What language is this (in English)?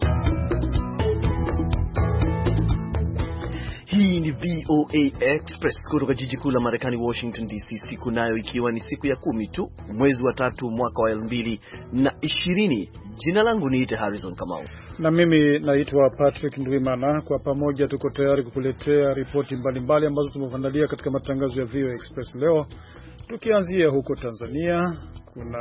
Swahili